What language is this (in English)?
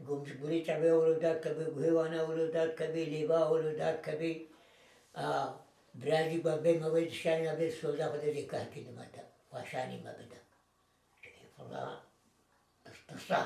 Kurdish